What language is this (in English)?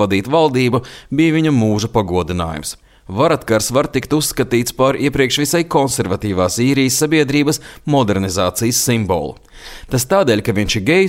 Latvian